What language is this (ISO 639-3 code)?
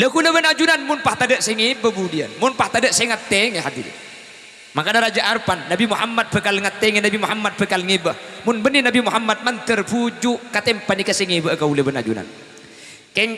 mad